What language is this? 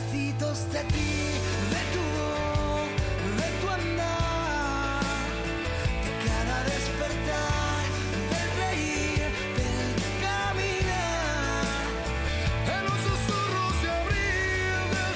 Spanish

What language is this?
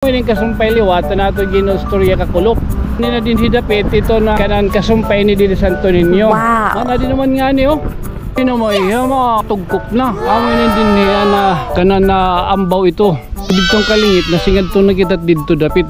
Waray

